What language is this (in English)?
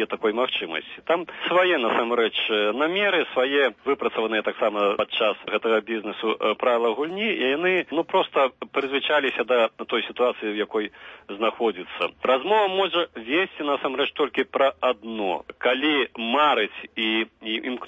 Belarusian